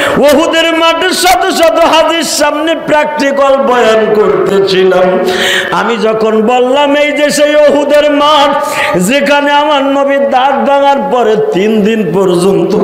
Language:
Bangla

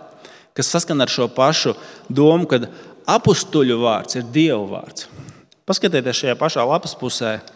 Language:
Latvian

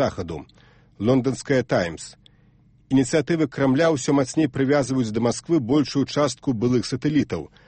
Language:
Belarusian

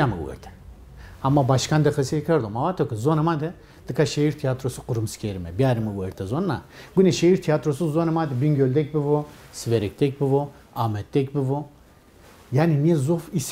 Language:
Zaza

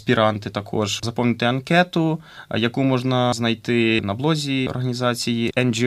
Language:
Ukrainian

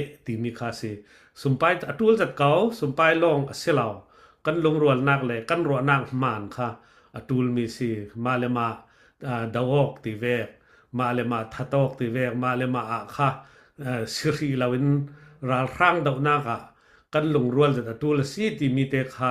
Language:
Falam Chin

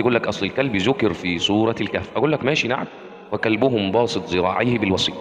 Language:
Egyptian Arabic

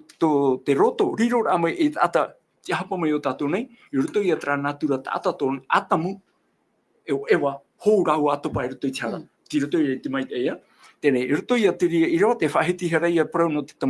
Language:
Tahitian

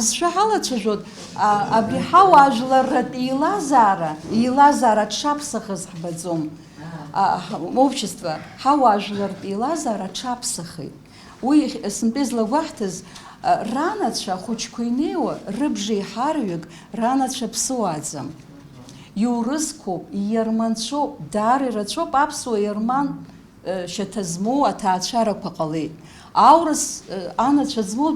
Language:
Abkhazian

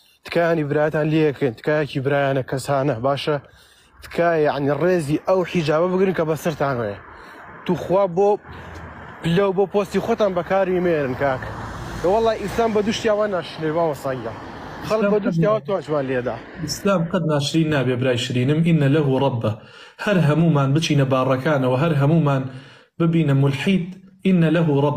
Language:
Central Kurdish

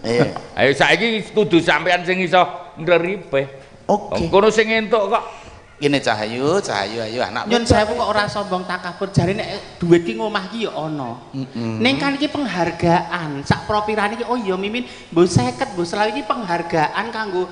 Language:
Javanese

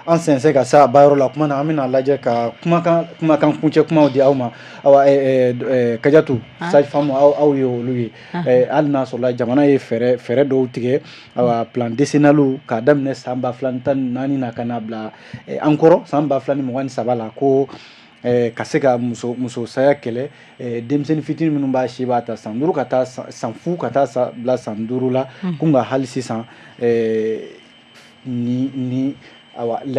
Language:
Bambara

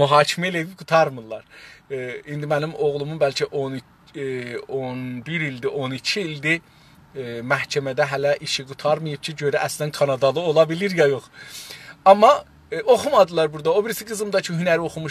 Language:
South Azerbaijani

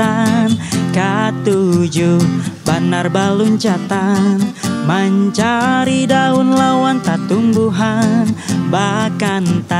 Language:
Banjar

